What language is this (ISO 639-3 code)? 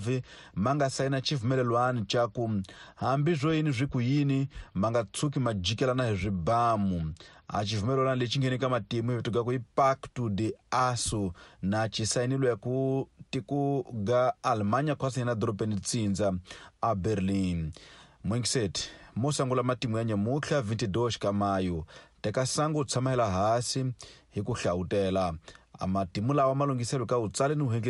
tso